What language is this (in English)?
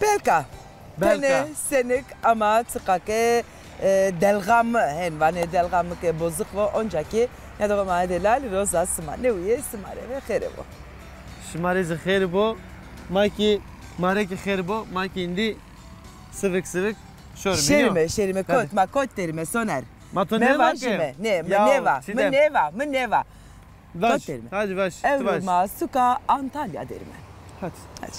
Zaza